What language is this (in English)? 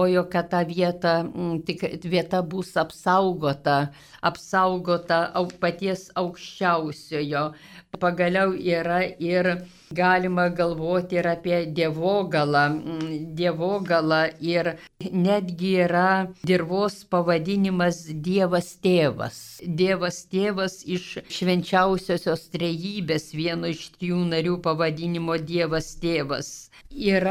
Lithuanian